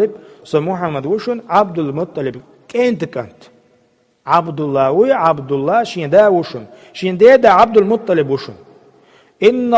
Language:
Chechen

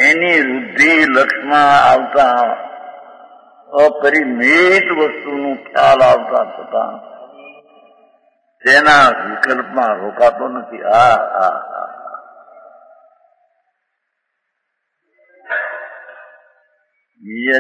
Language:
Gujarati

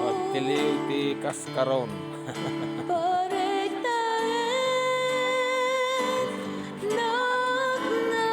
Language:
Iloko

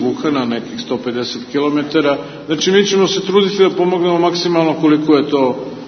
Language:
Serbian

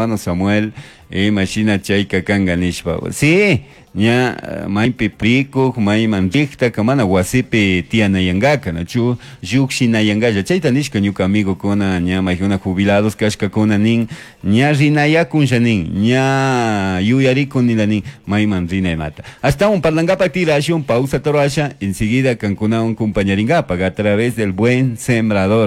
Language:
Chimborazo Highland Quichua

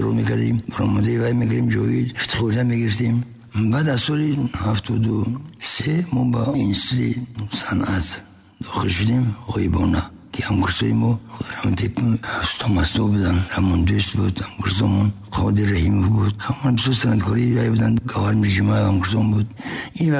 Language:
Tajik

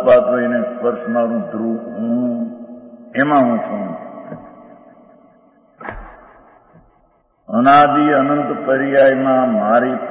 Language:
Gujarati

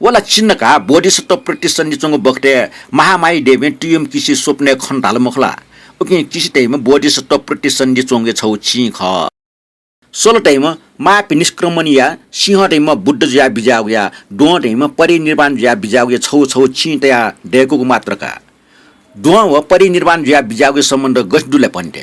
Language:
Newari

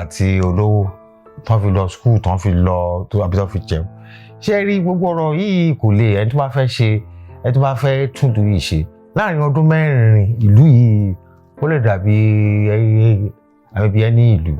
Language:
Yoruba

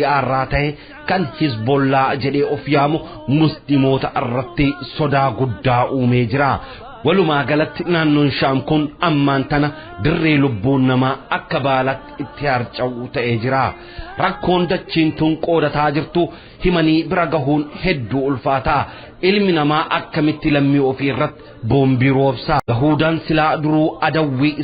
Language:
Oromo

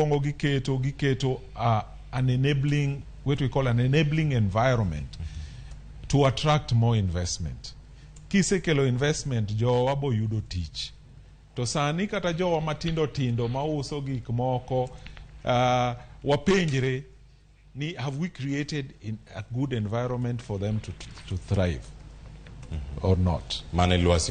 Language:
Luo (Kenya and Tanzania)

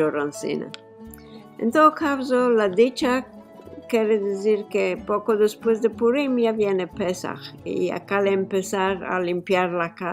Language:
Ladino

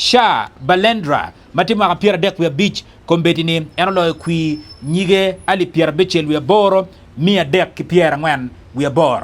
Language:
Acoli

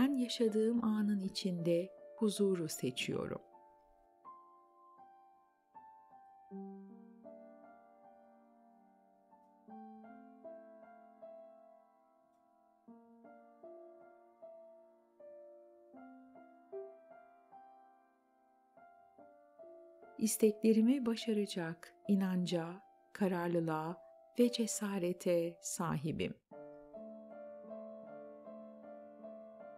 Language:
Turkish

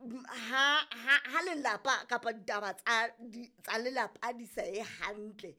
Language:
Southern Sotho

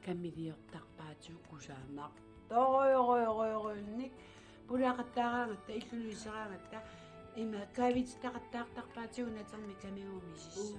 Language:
Kalaallisut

